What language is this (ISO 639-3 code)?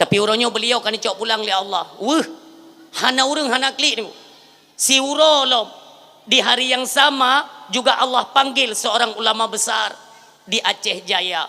ace